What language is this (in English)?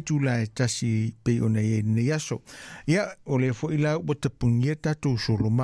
Samoan